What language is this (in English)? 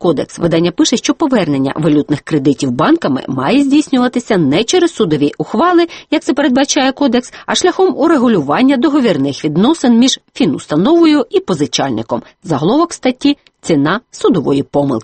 Ukrainian